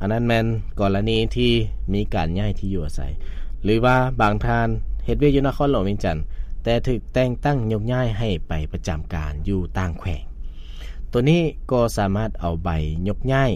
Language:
Lao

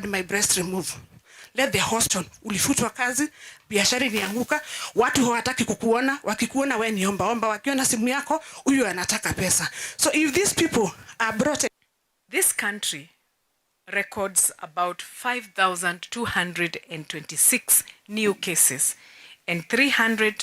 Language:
Meru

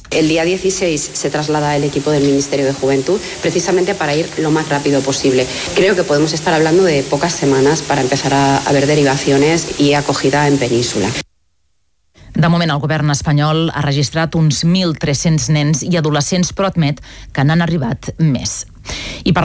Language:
Catalan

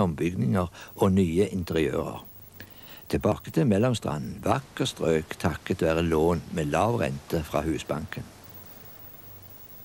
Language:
Norwegian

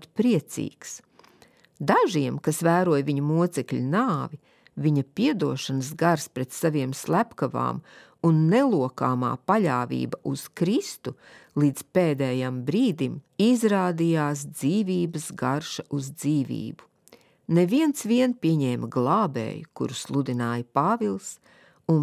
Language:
Latvian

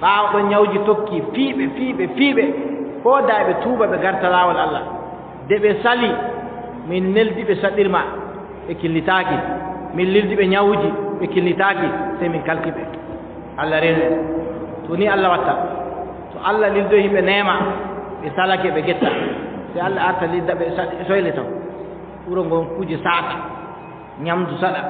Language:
Adamawa Fulfulde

